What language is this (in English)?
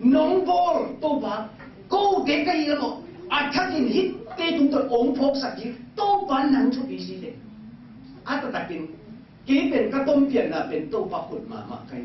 Tedim Chin